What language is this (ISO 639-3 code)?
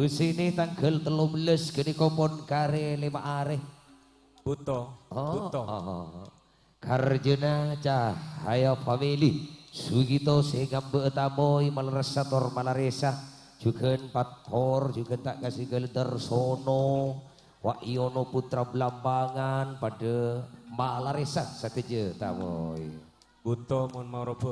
mad